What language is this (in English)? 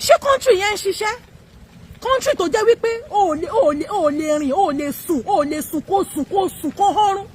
Yoruba